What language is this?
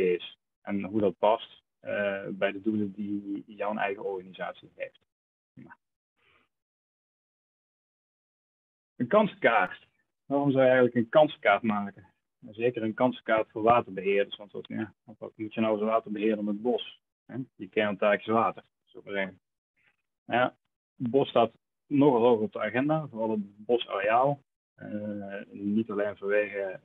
Dutch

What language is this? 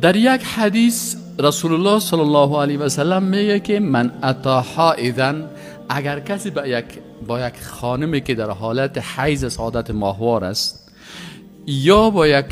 Persian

